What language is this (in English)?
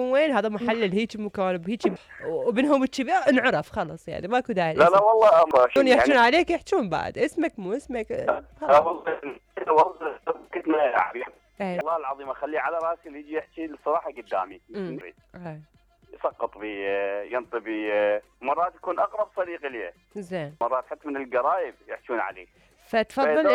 Mesopotamian Arabic